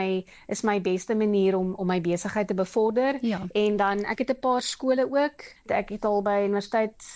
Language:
Afrikaans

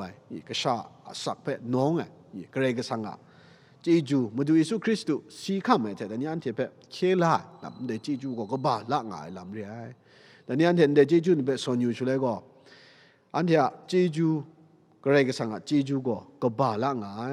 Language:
Kachin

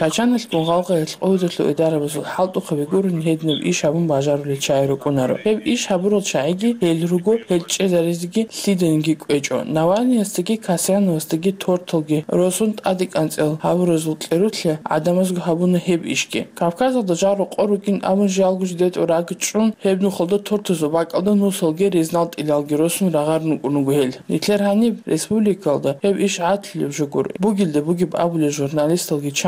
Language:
Avaric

